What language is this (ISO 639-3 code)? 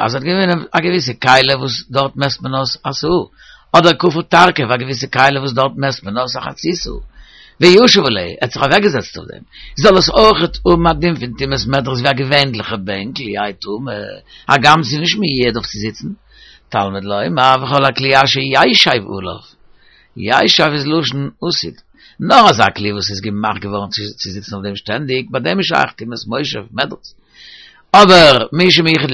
yid